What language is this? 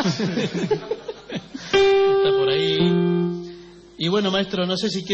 Spanish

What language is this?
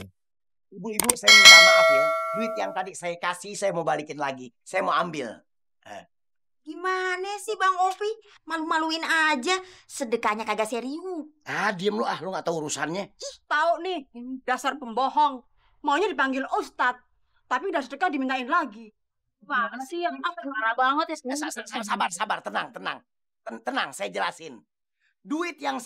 Betawi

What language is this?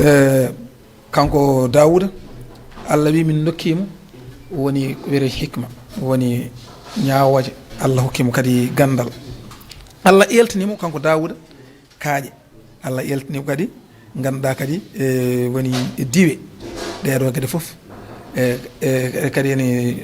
Fula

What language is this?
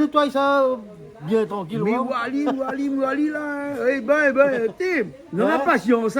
Réunion Creole French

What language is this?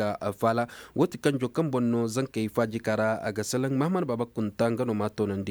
Koyraboro Senni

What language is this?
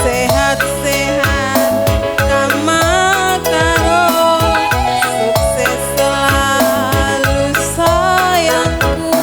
Batak Karo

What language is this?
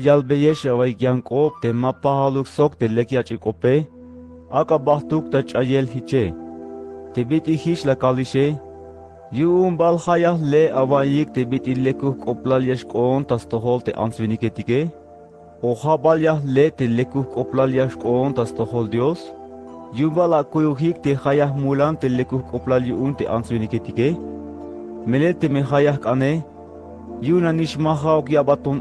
Tzeltal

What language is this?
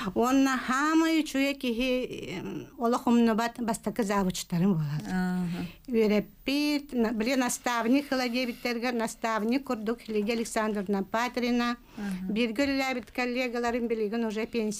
Yakut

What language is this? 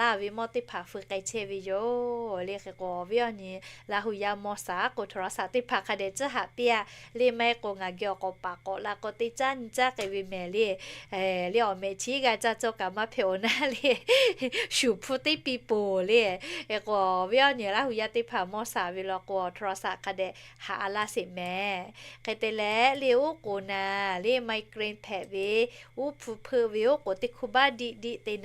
Lahu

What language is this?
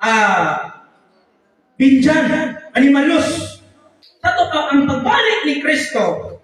Cebuano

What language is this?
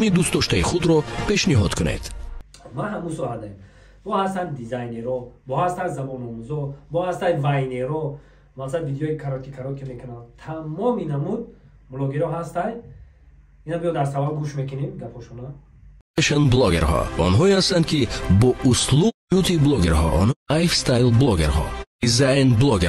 Tajik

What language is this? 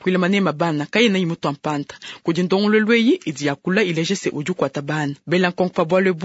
Luba-Lulua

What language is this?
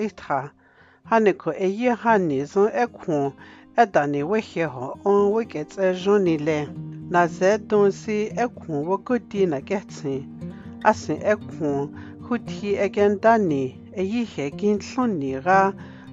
Dogrib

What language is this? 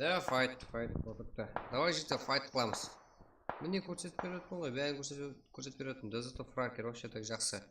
Kara-Kalpak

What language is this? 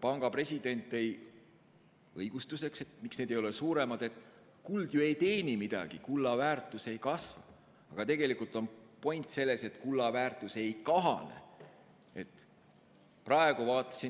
Estonian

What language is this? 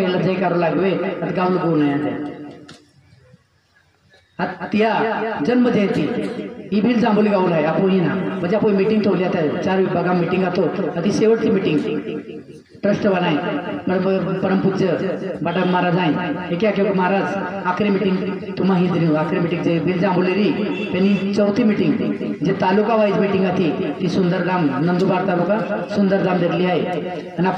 Marathi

